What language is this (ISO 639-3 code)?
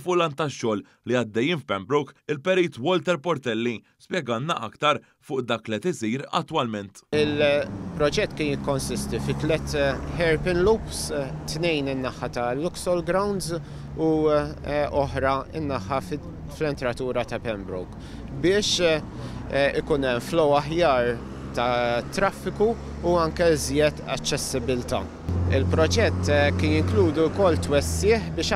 mlt